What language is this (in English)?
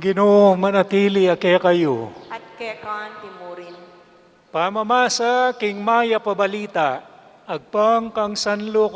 Pampanga